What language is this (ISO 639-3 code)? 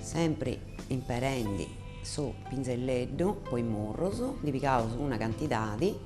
srd